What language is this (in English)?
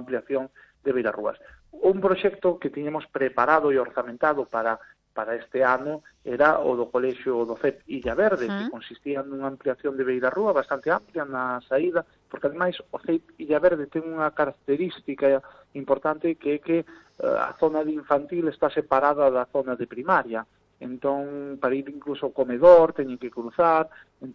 Galician